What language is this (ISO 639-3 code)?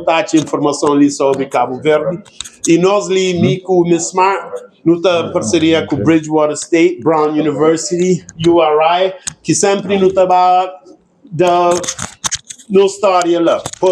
kea